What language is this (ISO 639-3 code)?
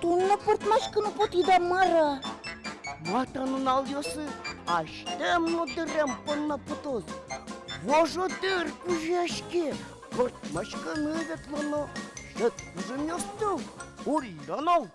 udm